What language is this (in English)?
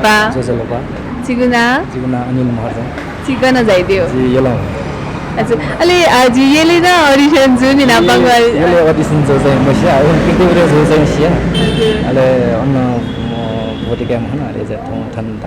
Newari